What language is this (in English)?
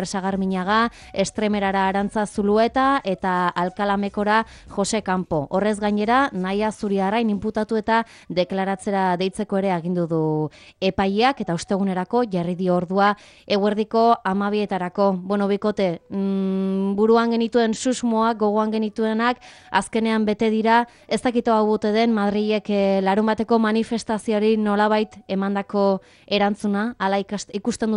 Basque